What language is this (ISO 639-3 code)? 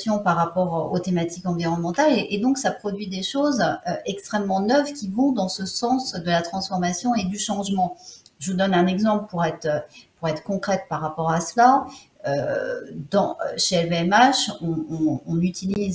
fra